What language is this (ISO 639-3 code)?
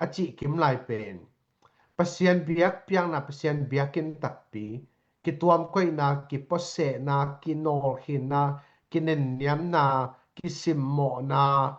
ctd